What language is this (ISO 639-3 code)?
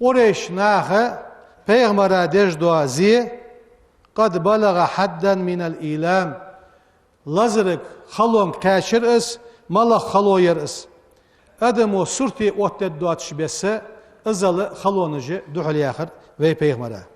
inh